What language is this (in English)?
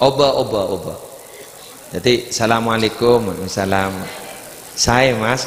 Madurese